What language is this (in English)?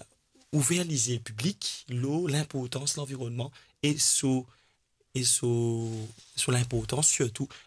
Morisyen